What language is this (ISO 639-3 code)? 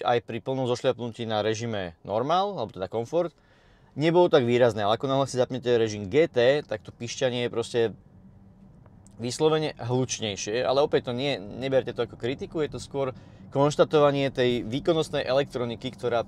slk